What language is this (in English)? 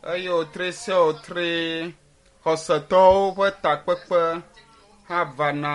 Ewe